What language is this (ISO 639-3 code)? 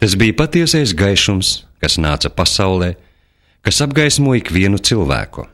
lav